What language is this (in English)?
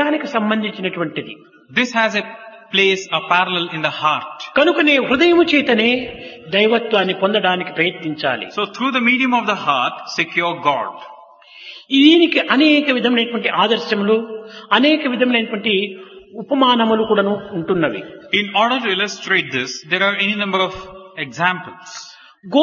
Telugu